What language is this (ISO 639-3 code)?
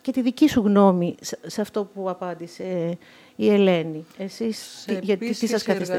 ell